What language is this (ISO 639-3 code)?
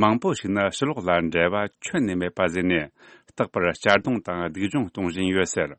bod